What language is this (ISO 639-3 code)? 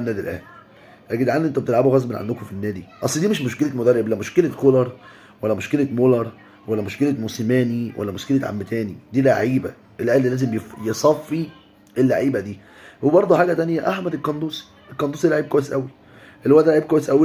arz